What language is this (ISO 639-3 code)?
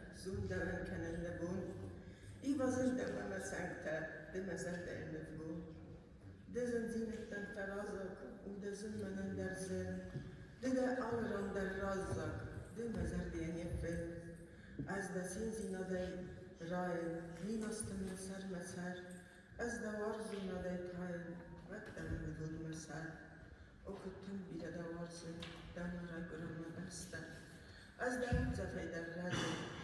oss